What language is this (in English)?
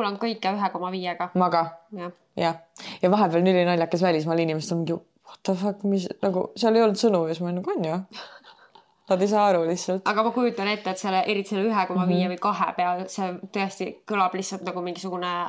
Estonian